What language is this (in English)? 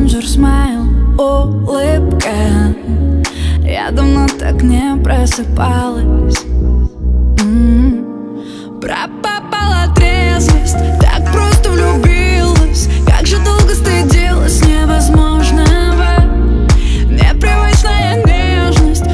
Russian